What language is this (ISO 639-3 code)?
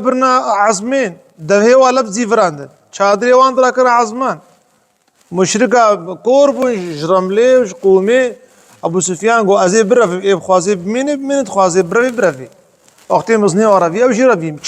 kur